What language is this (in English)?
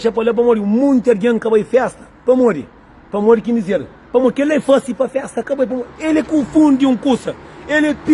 Kabuverdianu